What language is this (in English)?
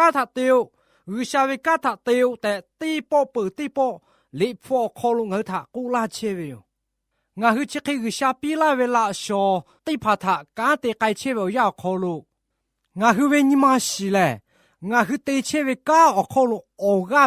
Lahu